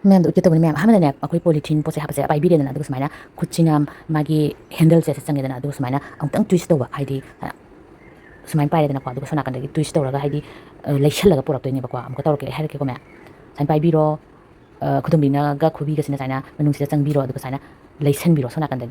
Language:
Manipuri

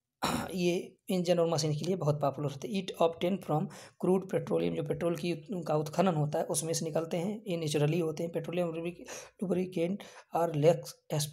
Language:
Hindi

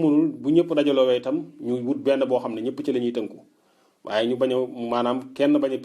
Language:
Wolof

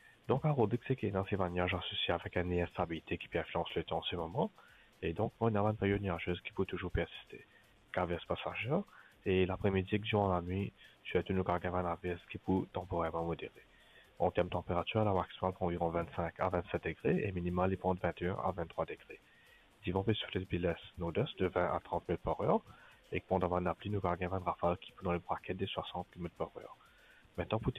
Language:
Morisyen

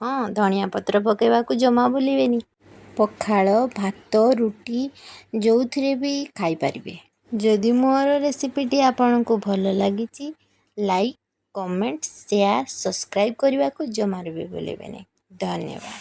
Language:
Odia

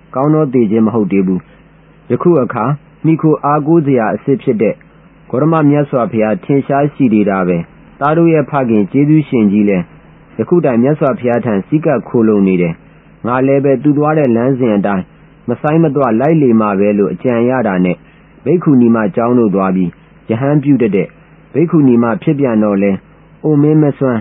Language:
Burmese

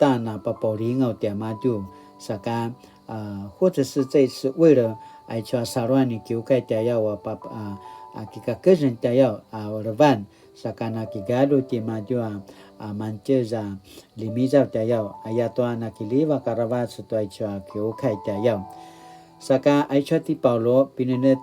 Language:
Paiwan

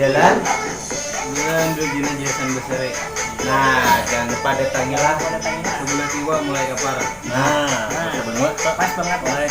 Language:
Banjar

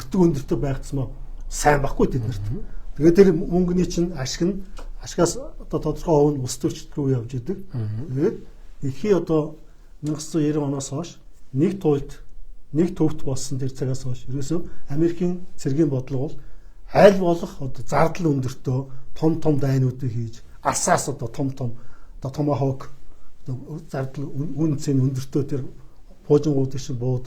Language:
Mongolian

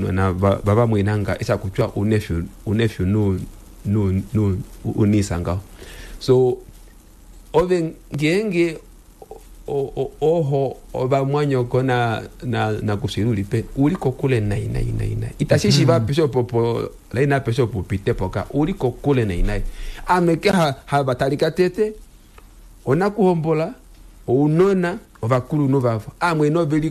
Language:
Kuanyama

